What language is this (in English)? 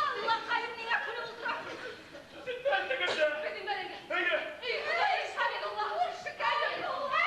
Bashkir